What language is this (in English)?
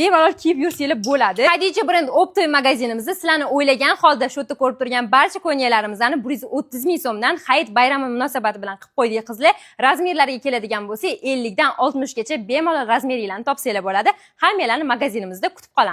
Uzbek